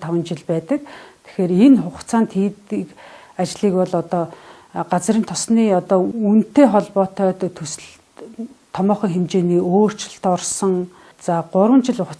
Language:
Mongolian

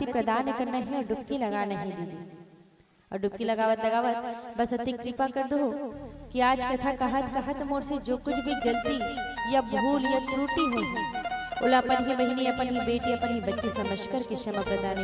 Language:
Chhattisgarhi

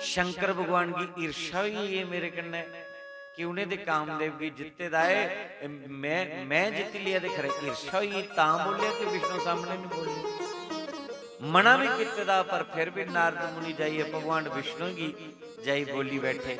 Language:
Dogri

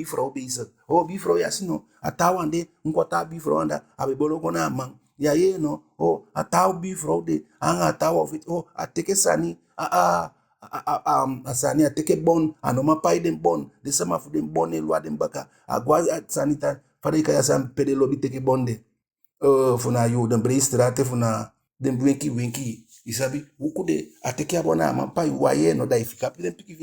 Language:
Eastern Maroon Creole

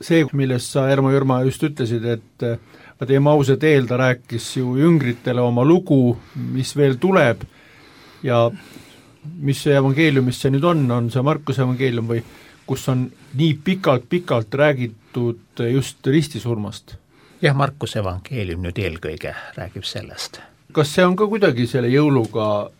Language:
Estonian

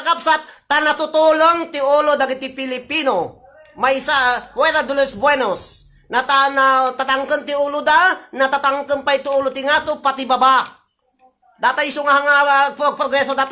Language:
Iloko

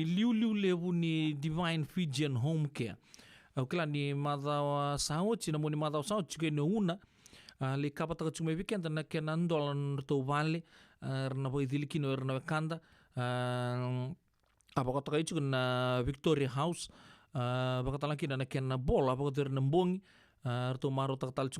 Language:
Fijian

